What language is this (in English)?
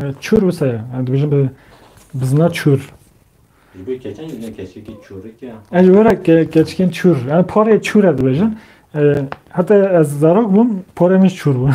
Kurdish